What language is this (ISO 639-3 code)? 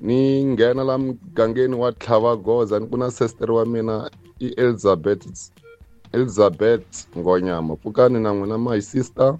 tso